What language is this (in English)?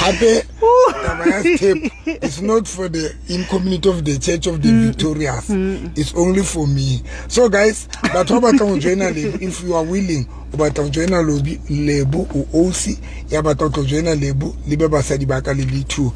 Southern Sotho